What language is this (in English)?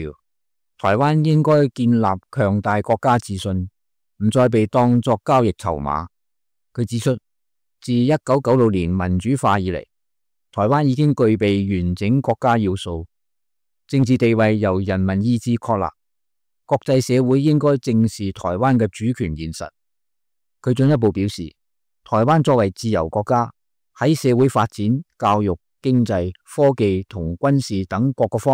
Cantonese